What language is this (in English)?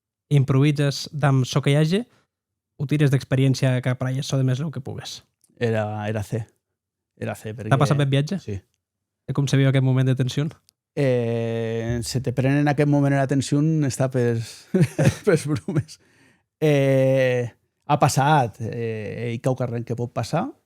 Occitan